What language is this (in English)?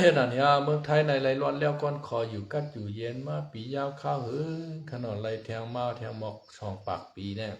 Shan